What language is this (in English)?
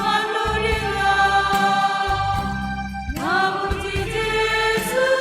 Batak Simalungun